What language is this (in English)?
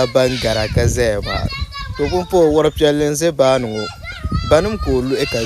Dagbani